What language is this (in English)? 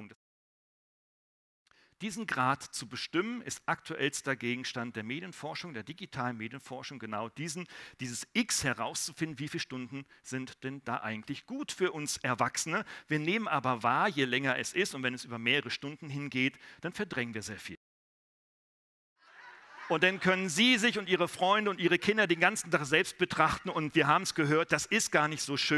German